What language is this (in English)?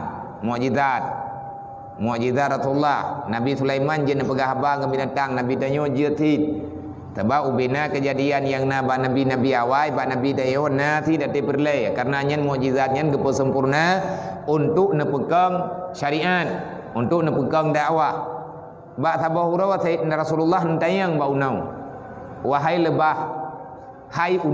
Achinese